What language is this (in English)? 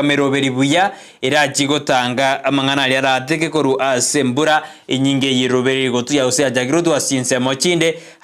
Gusii